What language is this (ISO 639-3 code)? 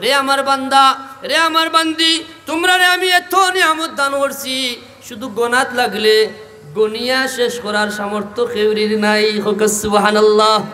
syl